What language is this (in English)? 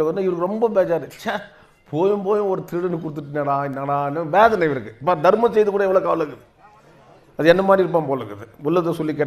Tamil